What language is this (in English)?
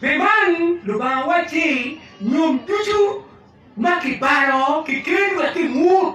Acoli